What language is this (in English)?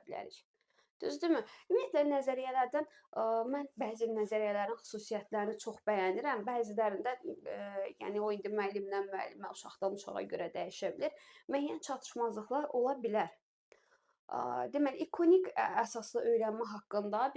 Azerbaijani